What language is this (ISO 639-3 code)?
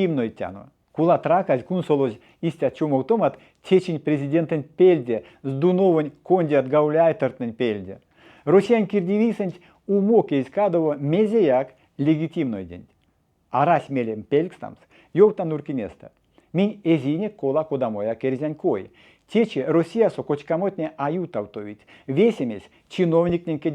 myv